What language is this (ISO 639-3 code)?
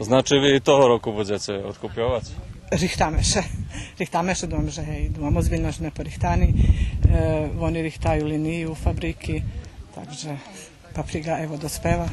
rue